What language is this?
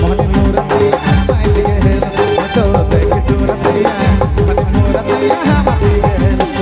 Sadri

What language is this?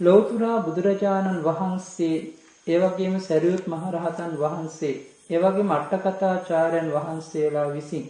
Sinhala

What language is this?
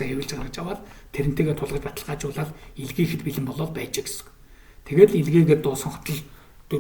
Mongolian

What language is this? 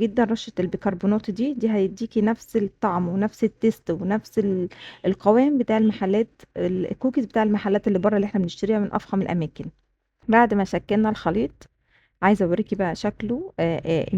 Egyptian Arabic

